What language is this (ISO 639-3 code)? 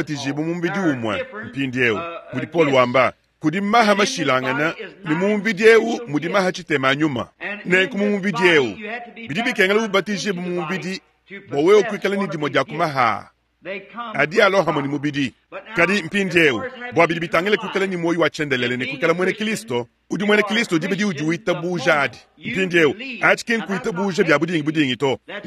lua